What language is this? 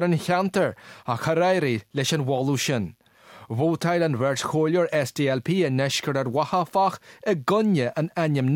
Irish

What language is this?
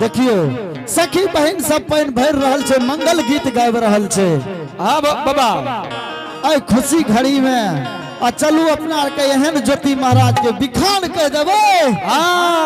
Angika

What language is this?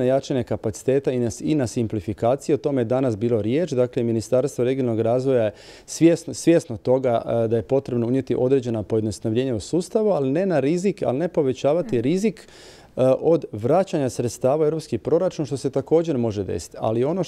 Croatian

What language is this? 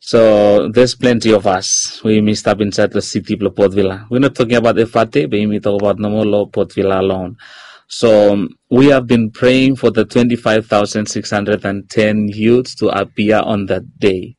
Bislama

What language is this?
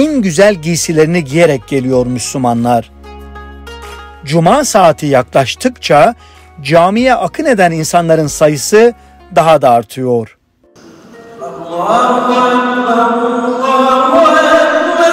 Turkish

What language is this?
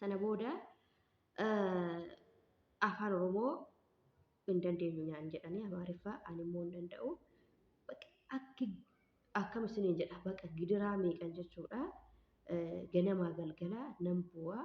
Oromo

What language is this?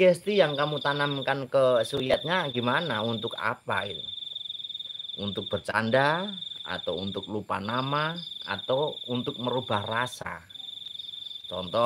Indonesian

